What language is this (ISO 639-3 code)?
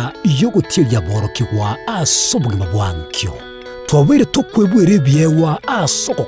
guz